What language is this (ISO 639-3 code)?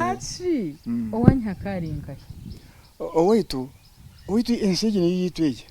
nyn